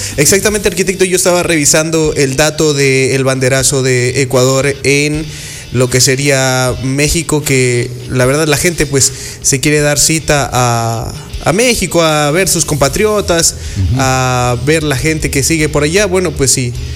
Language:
Spanish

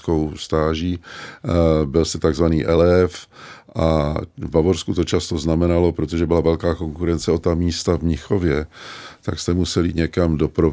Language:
Czech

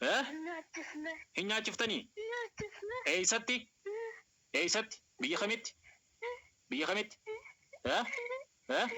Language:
Oromo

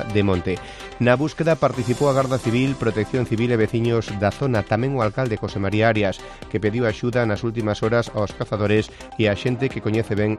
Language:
Galician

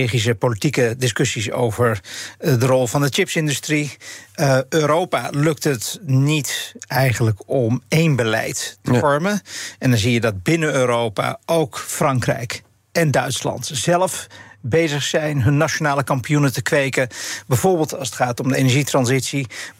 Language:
Dutch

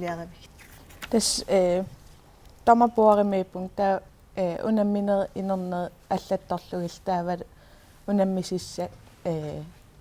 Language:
Kalaallisut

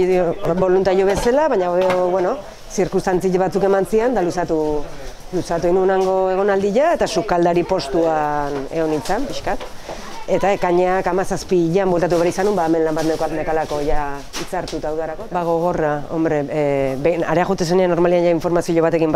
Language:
Basque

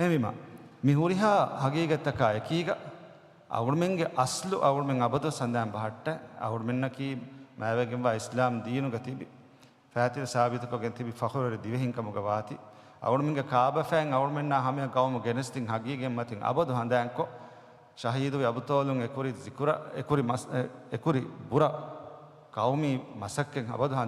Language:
Divehi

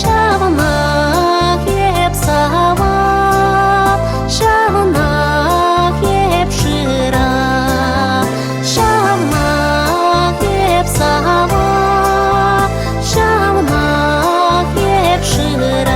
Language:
Chuvash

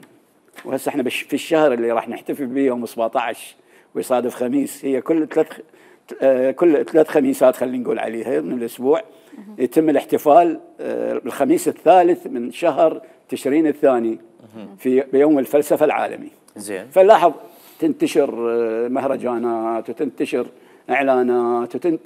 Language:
Mesopotamian Arabic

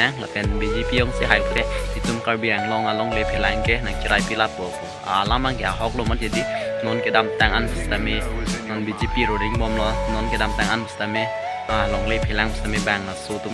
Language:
Karbi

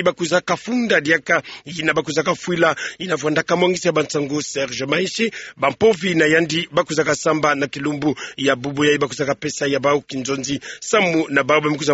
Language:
Kituba (Democratic Republic of Congo)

